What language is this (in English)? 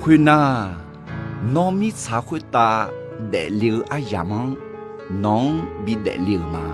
Akha